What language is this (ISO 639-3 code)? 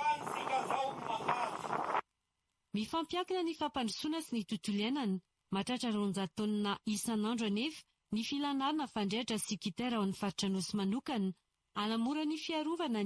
mlg